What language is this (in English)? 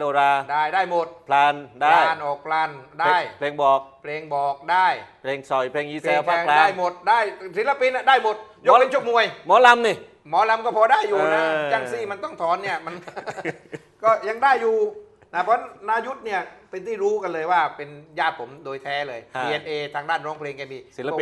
Thai